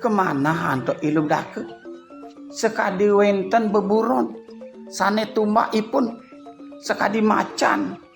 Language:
Balinese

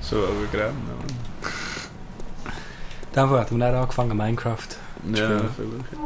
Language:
Swiss German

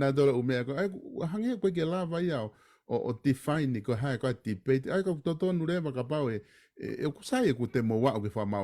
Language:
Tongan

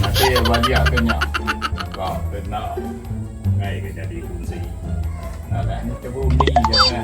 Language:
Iban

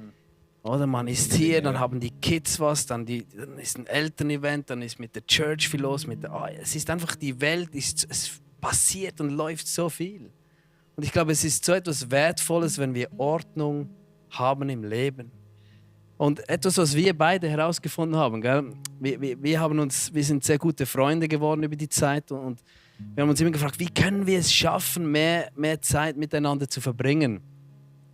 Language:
Swiss German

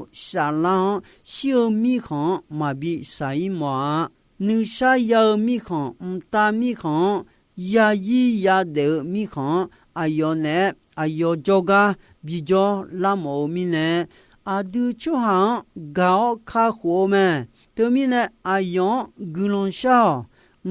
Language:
Akha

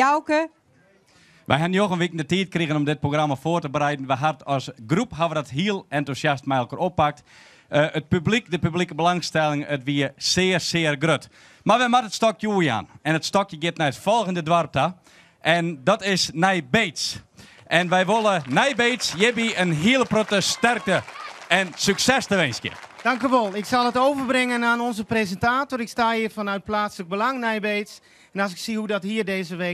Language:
Western Frisian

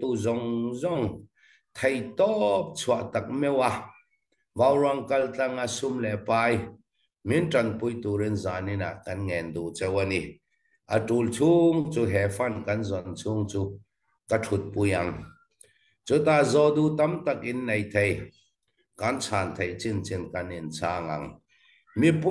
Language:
Falam Chin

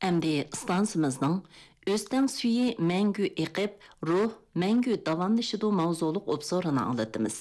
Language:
Uyghur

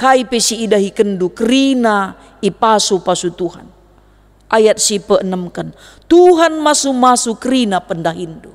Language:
Batak Karo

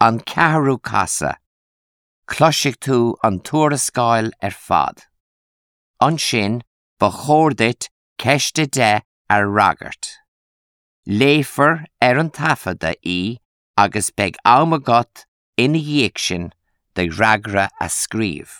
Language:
Irish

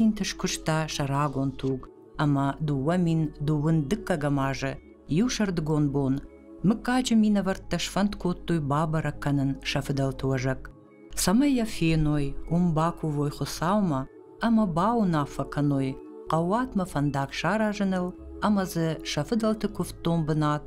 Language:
Ossetic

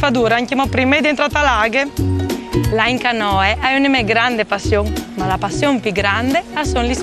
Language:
Friulian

